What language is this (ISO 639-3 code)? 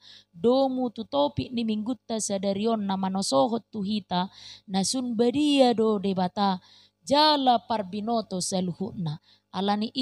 bbc